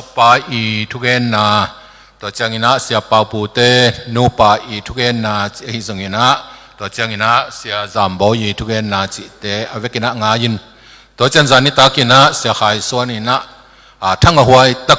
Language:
Tedim Chin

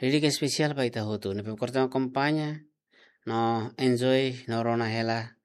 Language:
Tetum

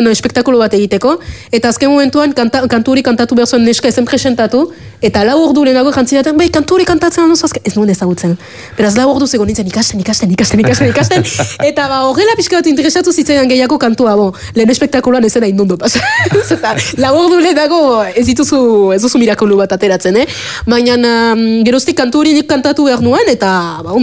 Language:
Basque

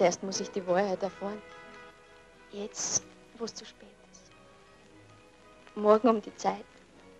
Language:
German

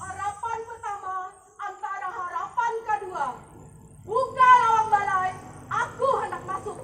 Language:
Banjar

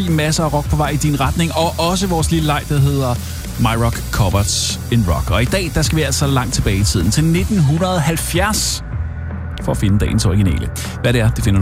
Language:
Danish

